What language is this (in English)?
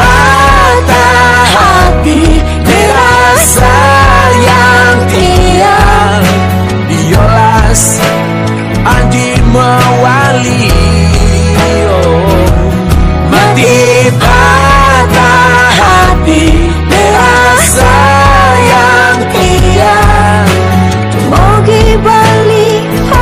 Balinese